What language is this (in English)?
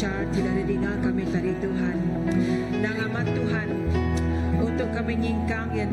Iban